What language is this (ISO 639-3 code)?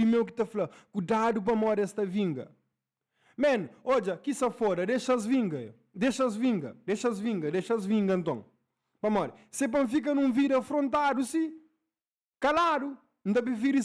kea